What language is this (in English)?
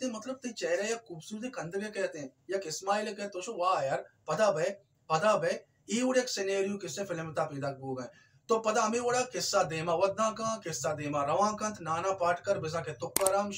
Baluchi